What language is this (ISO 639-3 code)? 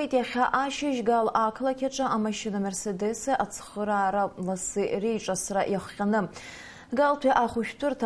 abk